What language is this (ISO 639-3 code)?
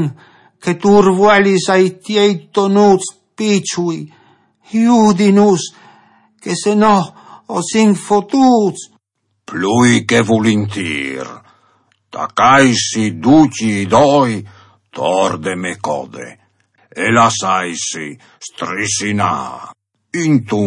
fur